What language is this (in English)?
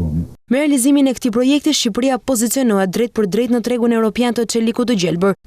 Albanian